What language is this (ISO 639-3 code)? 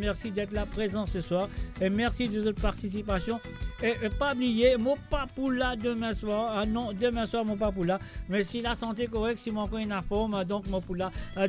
mfe